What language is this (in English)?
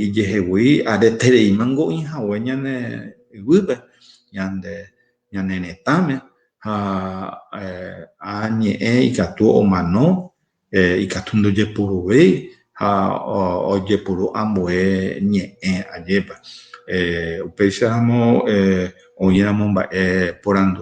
Guarani